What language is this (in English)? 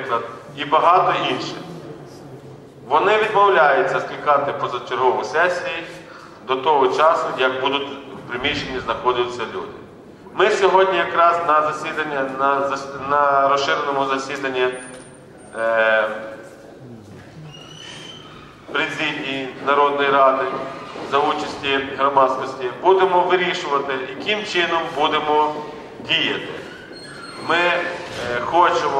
Ukrainian